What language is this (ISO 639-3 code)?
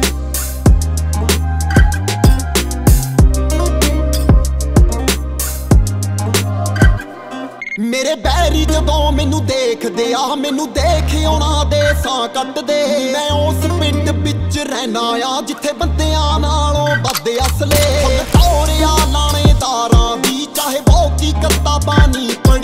pan